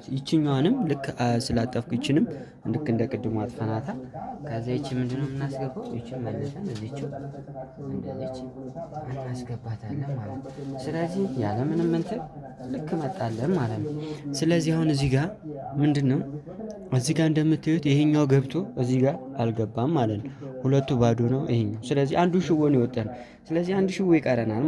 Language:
Amharic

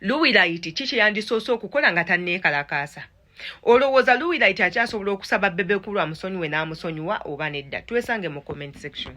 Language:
Ganda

